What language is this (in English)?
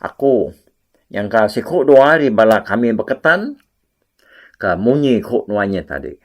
Iban